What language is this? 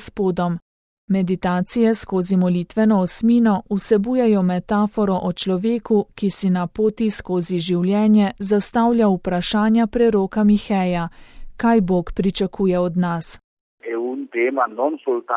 Slovenian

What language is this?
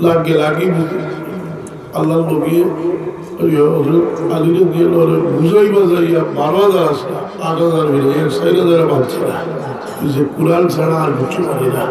Sylheti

